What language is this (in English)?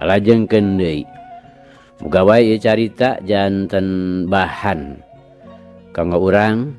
Sundanese